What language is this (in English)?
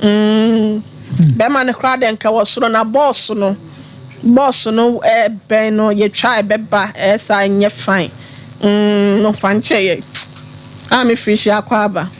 Akan